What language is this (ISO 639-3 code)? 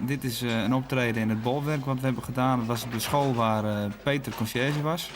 fry